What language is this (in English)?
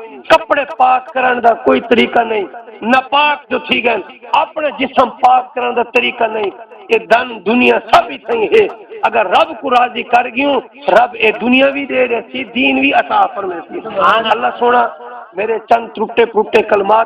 Saraiki